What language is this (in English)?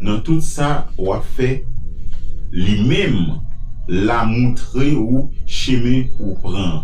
Haitian Creole